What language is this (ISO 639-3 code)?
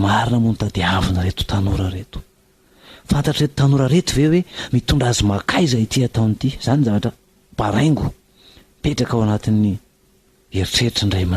mlg